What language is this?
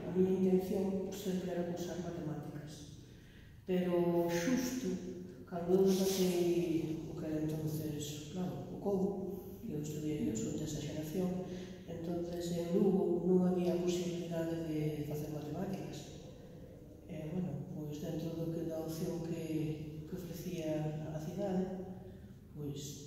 Galician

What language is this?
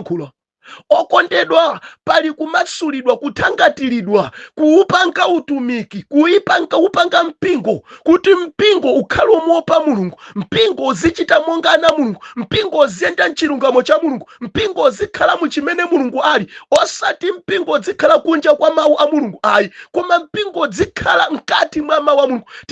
Nyanja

